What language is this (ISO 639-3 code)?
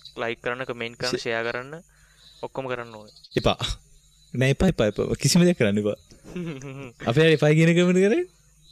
sin